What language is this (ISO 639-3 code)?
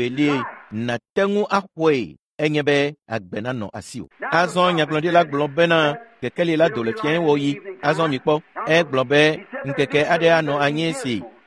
ewe